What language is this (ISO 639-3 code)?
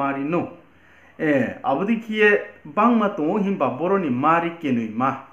ria